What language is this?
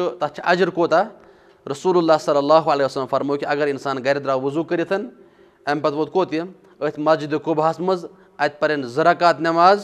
Kashmiri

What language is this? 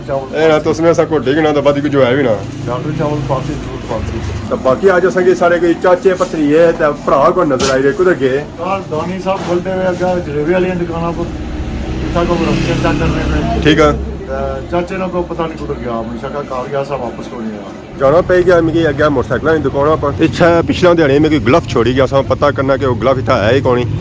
Pahari-Potwari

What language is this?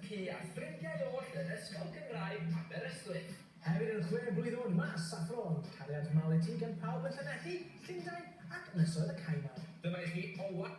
Welsh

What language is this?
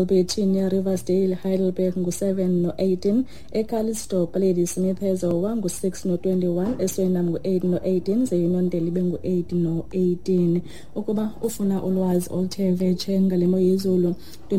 Xhosa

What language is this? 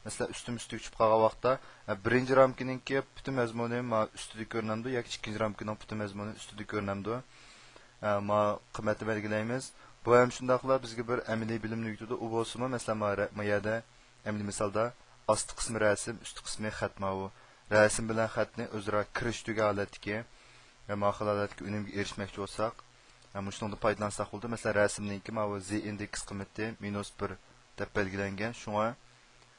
Uyghur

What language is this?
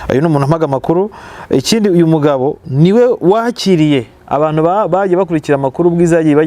Kinyarwanda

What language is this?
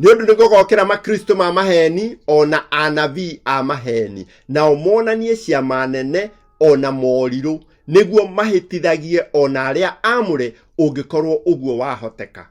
Kikuyu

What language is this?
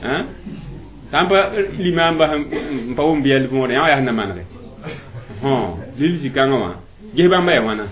Mossi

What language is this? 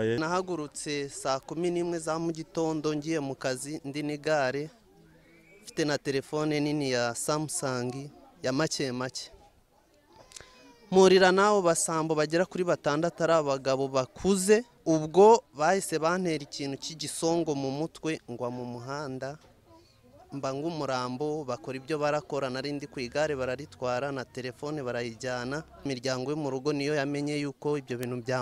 Kinyarwanda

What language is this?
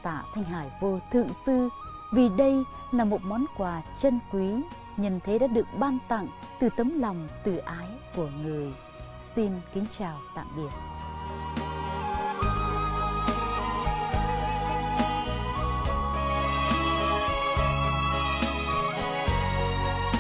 Vietnamese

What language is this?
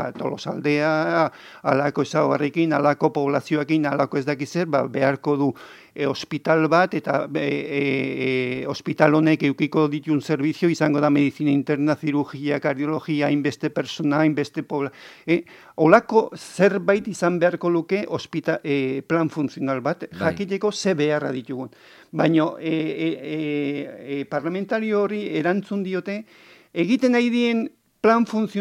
Basque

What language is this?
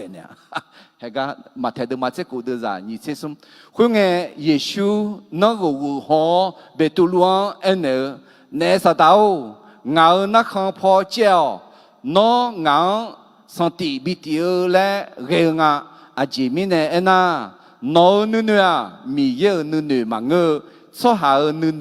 Akha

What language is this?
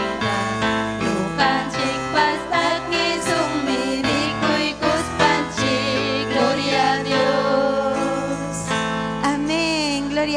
Ayacucho Quechua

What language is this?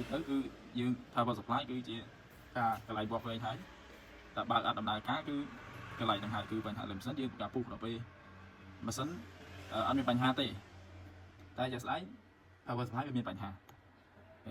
Khmer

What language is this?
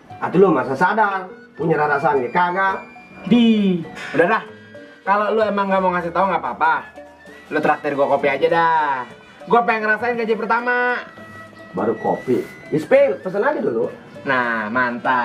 Betawi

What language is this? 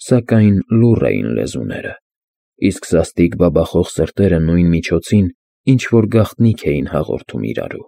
Armenian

